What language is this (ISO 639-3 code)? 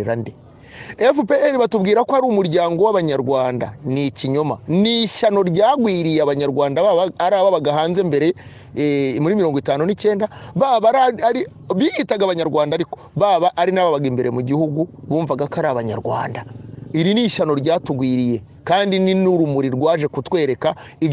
kin